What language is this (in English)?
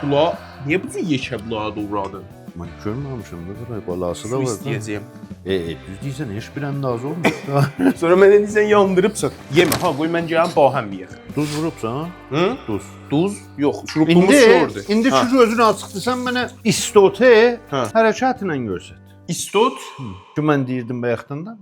South Azerbaijani